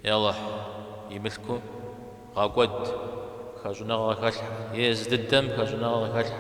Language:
Kabardian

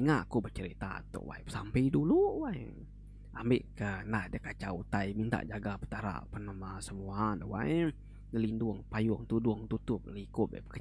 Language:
Iban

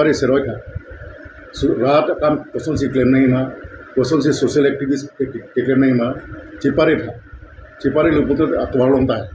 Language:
Karbi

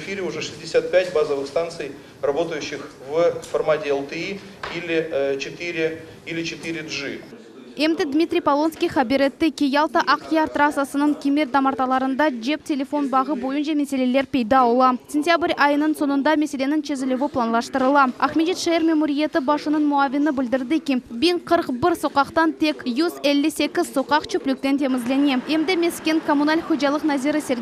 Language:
Crimean Tatar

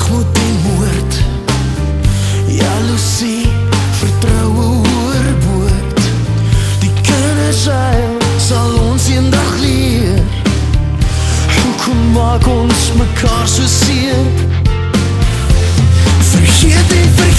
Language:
Afrikaans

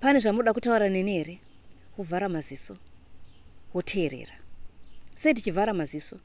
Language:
Shona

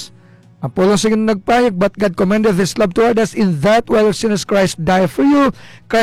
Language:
Hiligaynon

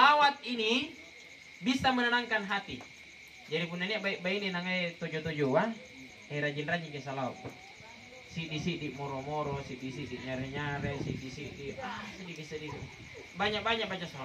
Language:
Makasar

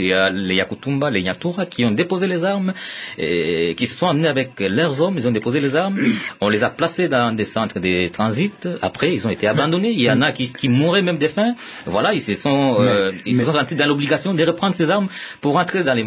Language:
French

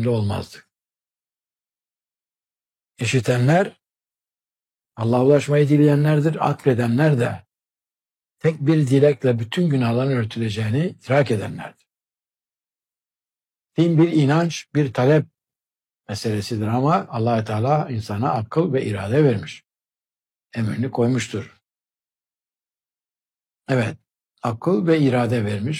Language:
Turkish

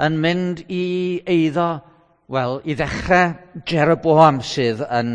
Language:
Welsh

